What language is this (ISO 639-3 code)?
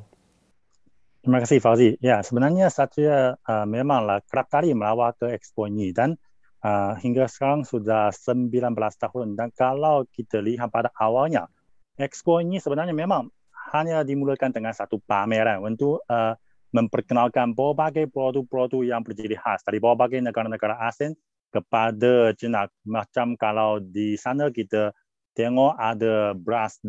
msa